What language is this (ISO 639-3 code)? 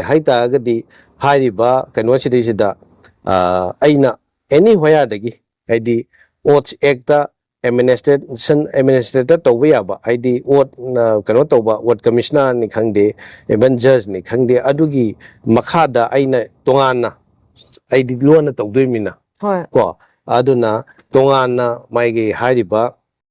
mni